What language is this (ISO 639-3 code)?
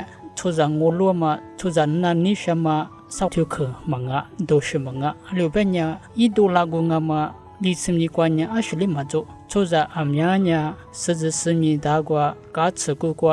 lis